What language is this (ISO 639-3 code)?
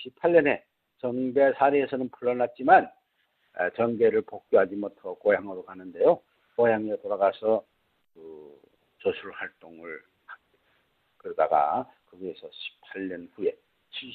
kor